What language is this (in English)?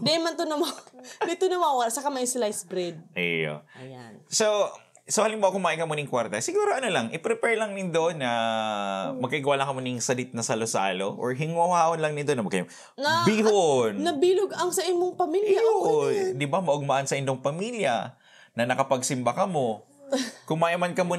Bikol